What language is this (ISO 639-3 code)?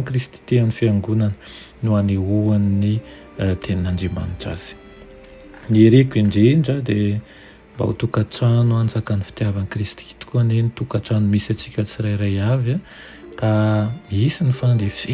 mlg